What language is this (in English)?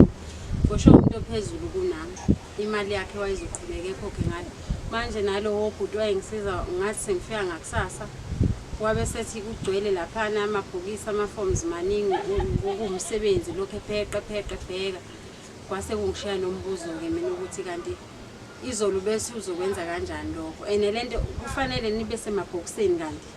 Zulu